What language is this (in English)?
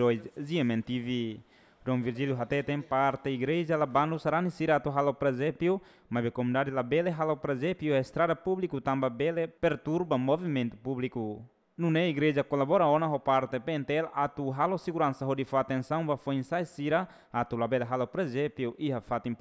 Tetum